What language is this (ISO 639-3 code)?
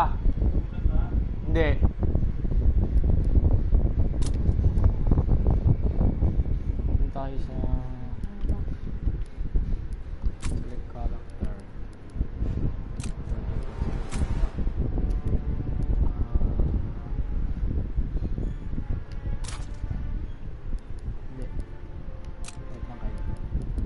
fil